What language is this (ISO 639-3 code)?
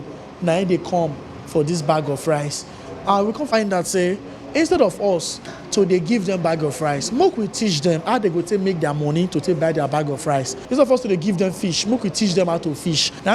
pcm